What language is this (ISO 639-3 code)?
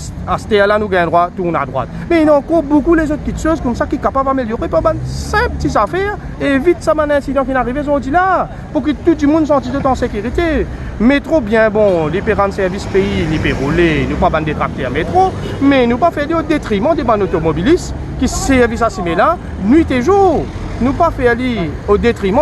mfe